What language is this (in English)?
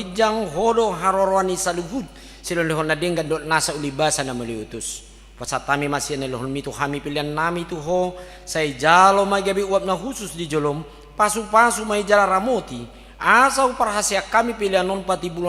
Batak Toba